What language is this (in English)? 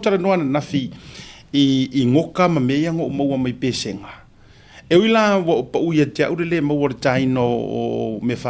Samoan